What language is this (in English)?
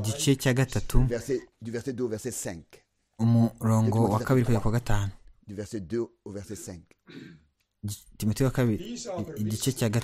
Kinyarwanda